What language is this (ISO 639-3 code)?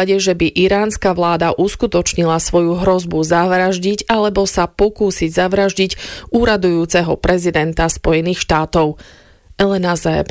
slk